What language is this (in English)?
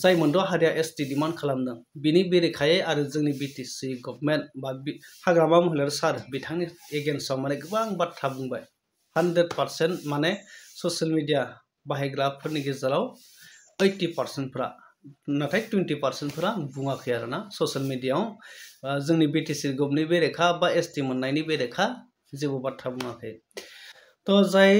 Bodo